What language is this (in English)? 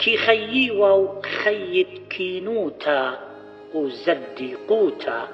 Assyrian Neo-Aramaic